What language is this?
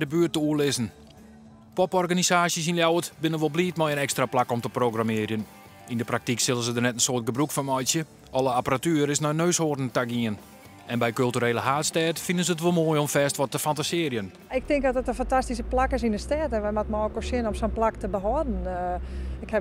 Western Frisian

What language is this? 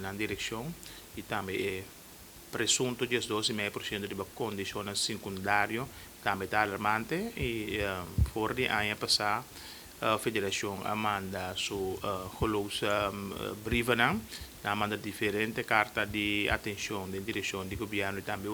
Papiamento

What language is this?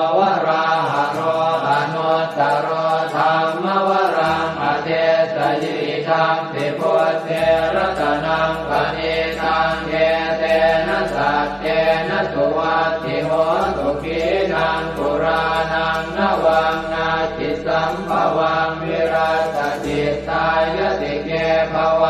Pali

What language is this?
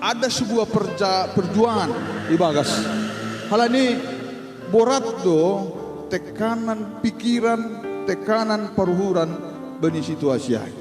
Batak Simalungun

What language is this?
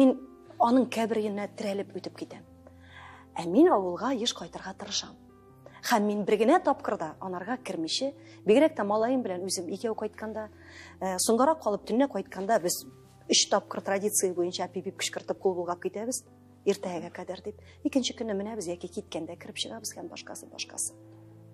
Tatar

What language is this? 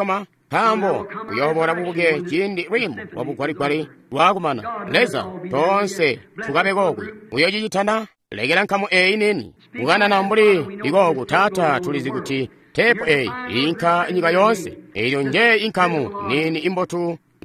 Tonga (Zambia)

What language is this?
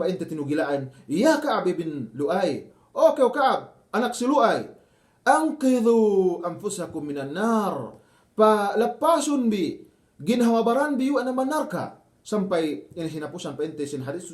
Yakan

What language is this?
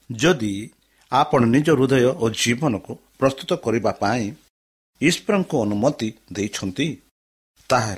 Odia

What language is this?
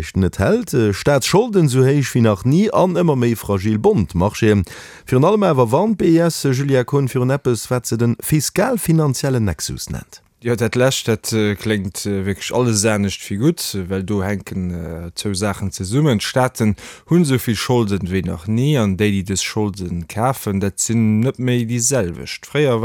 Luxembourgish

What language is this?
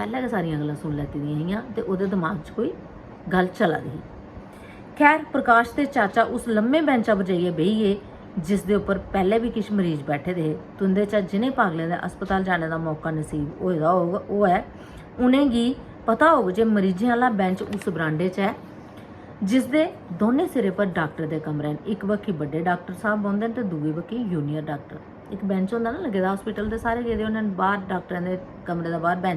Dogri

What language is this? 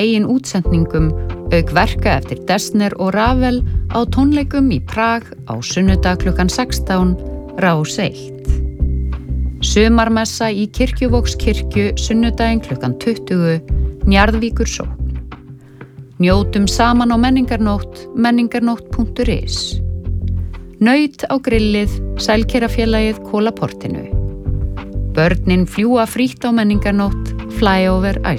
Icelandic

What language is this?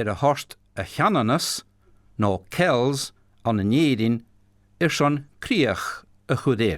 Scottish Gaelic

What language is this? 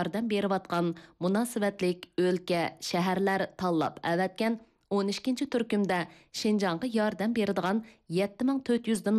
Uyghur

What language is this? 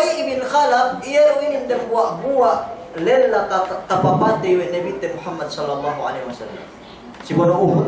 Yakan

